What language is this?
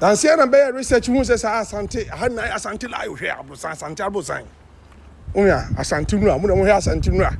Akan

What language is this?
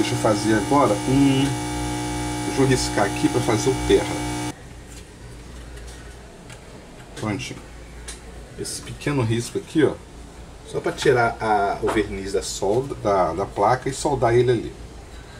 Portuguese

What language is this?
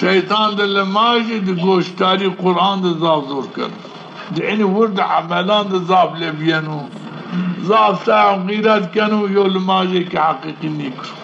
Zaza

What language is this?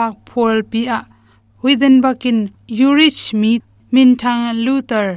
Tedim Chin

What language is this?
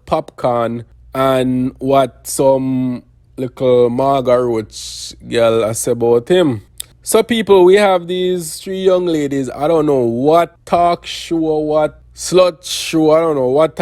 Jamaican Creole English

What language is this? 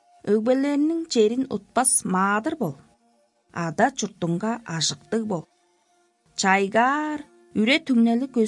Tuvinian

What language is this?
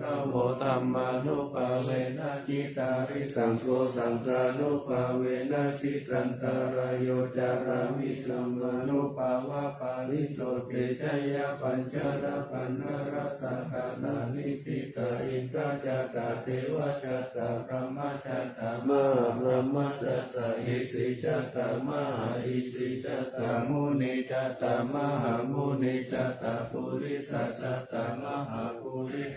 Pali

